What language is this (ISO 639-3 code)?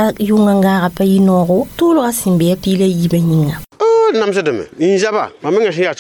mos